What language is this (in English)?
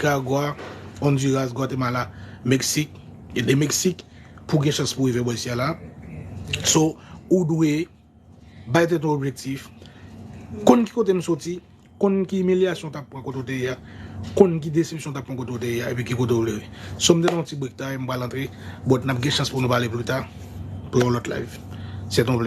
Haitian Creole